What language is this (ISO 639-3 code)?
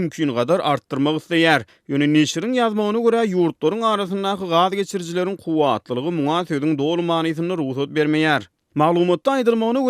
tuk